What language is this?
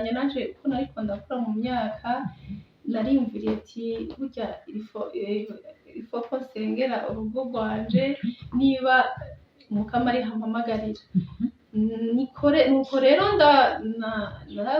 Rundi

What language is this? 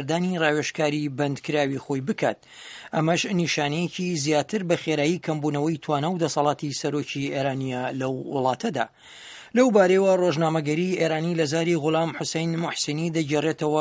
Central Kurdish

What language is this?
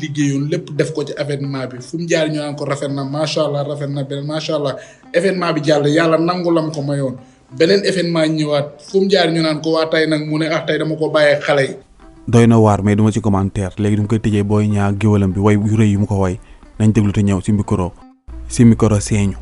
Wolof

